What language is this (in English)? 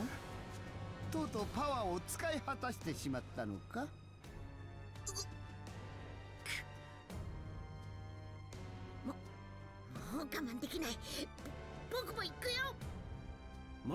Japanese